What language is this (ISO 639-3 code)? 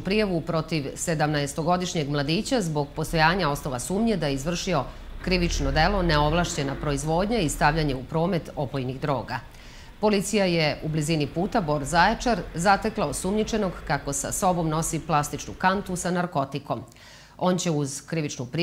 srp